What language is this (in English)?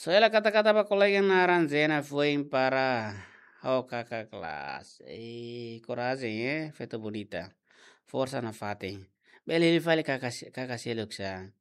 Tetum